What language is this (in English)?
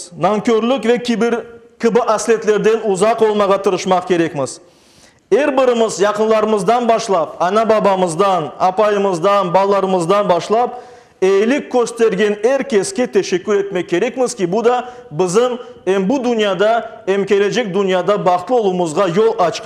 Crimean Tatar